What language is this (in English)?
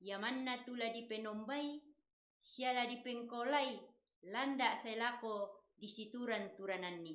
Toraja-Sa'dan